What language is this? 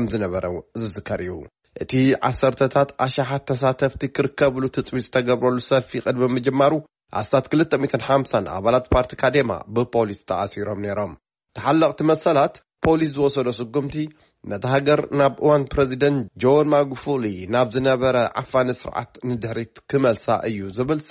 Tigrinya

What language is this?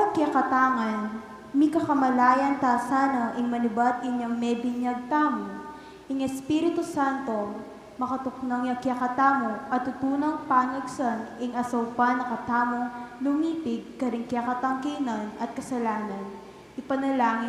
Pampanga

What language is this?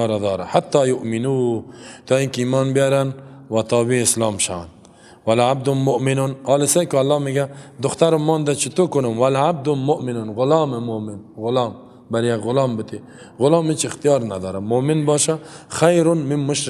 Persian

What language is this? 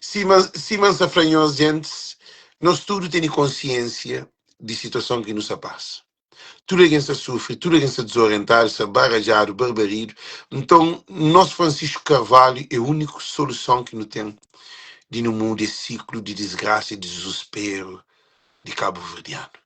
Kabuverdianu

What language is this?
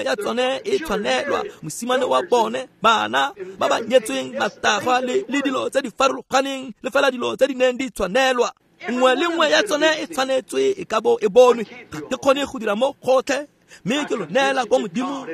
Tswana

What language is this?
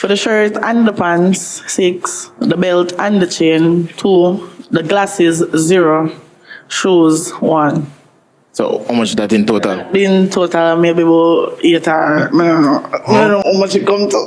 Jamaican Creole English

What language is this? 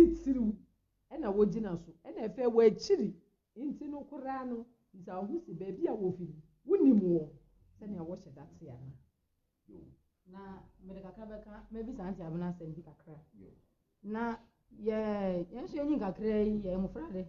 Akan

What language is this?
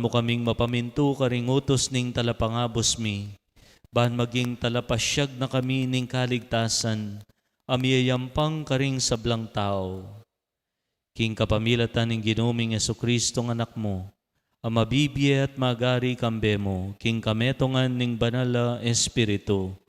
Pampanga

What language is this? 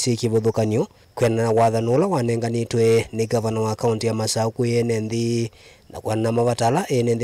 Kamba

